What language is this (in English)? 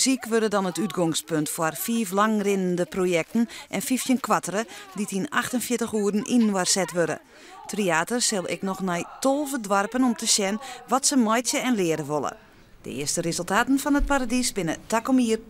Western Frisian